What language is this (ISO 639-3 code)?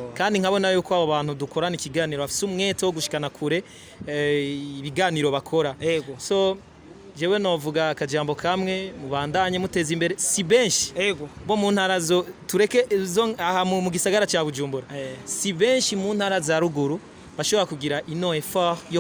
run